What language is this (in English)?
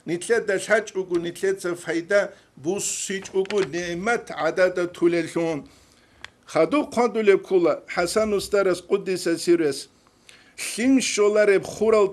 Avaric